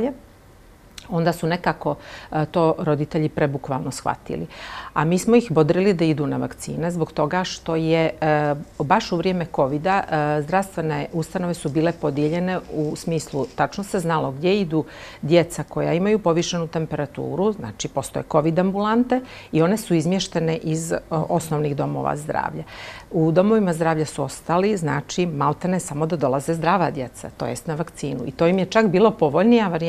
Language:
Bosnian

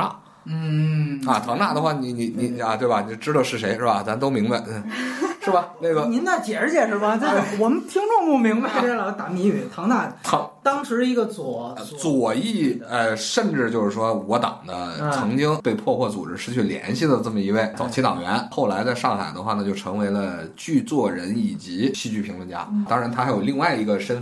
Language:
Chinese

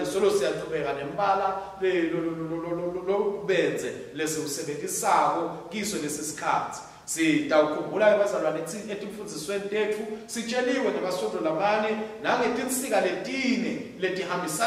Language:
Swati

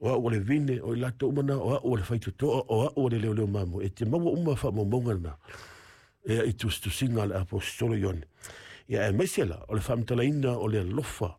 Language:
Samoan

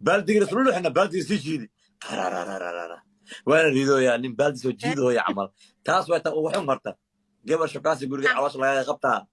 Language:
Somali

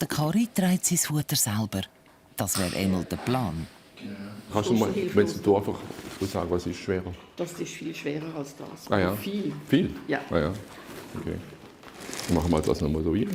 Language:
Swiss German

